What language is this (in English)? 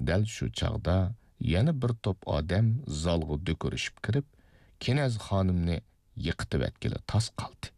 Uyghur